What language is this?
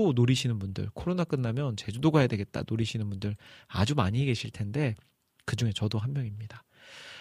Korean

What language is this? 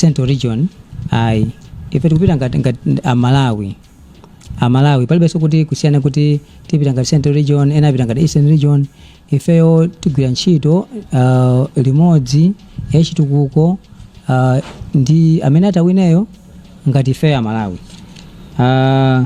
Nyanja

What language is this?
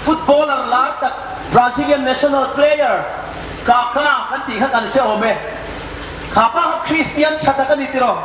Hmar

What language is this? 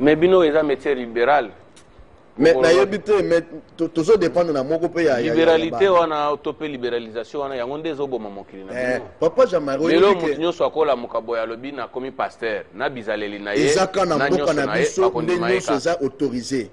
Lingala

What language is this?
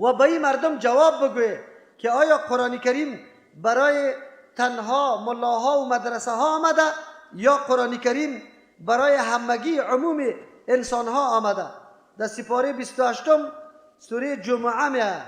Persian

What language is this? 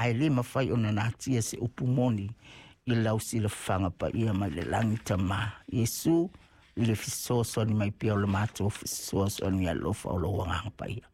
Samoan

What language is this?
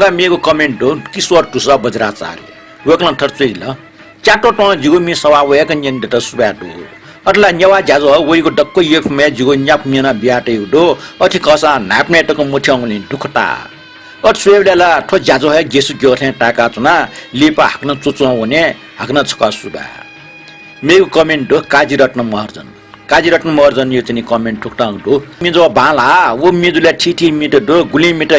Newari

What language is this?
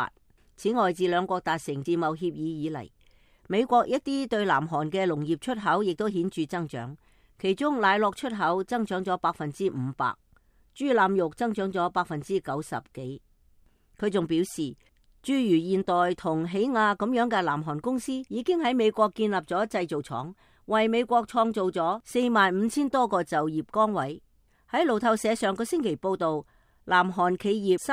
Cantonese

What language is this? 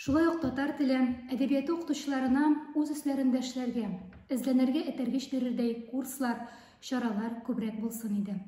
Tatar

